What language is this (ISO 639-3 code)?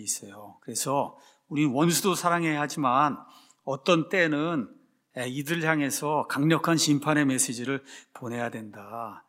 kor